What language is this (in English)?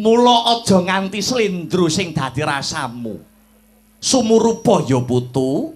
Javanese